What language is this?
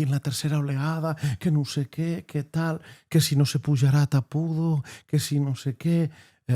Occitan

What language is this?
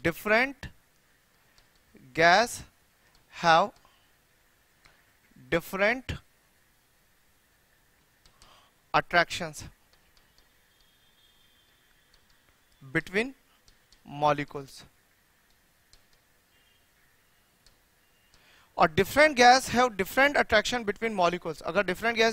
Hindi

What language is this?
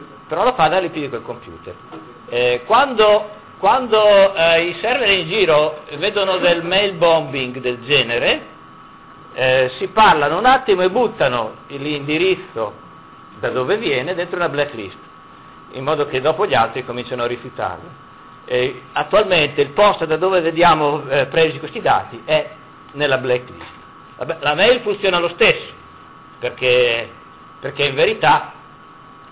Italian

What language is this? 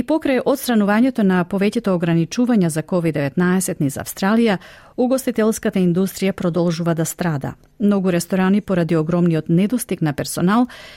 Macedonian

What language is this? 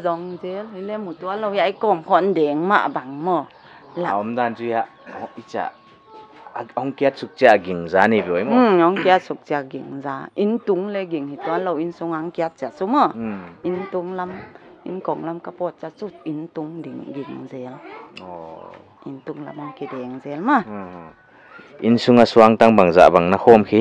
Paite Chin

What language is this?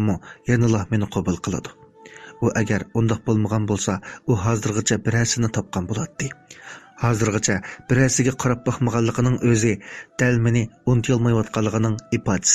Uyghur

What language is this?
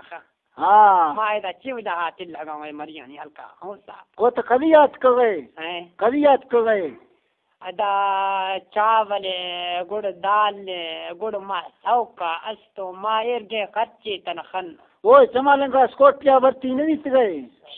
Baluchi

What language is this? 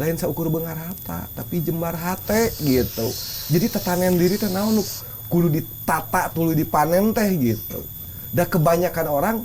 Sundanese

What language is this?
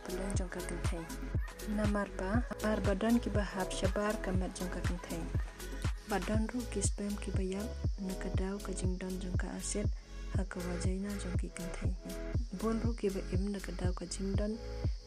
Khasi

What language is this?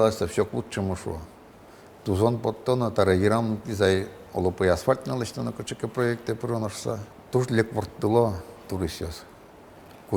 Udmurt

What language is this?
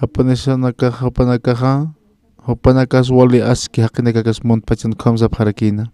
Aymara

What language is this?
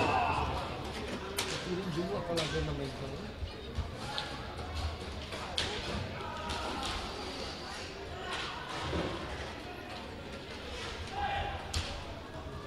Italian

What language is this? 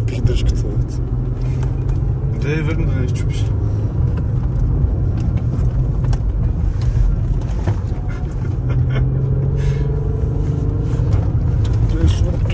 Bulgarian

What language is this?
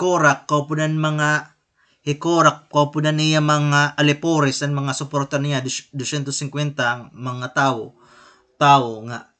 Waray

